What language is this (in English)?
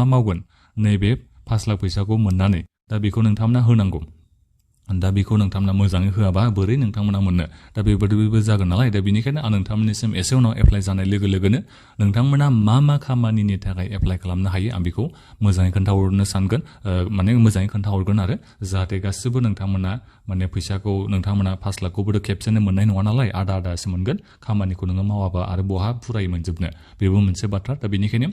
Bodo